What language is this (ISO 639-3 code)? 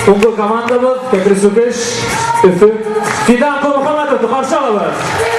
bak